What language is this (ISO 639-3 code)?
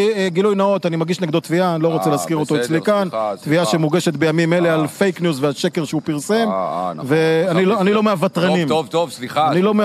heb